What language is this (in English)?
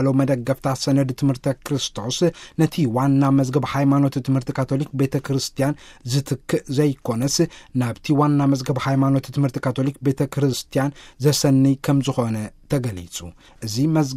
Tigrinya